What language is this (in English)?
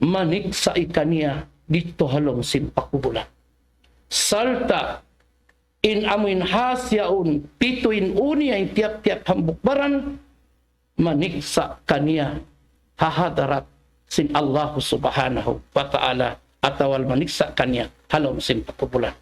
Tausug